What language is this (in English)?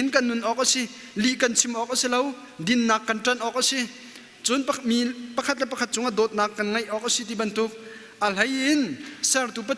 Hakha Chin